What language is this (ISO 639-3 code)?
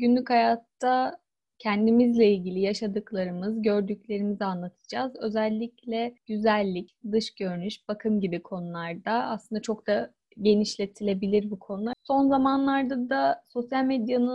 tur